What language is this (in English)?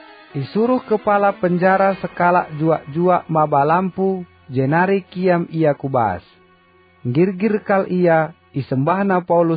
Batak Karo